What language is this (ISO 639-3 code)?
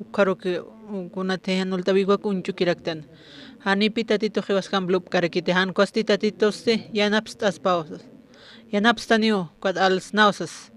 aym